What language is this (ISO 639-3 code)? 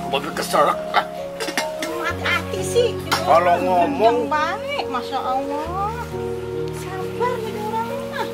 bew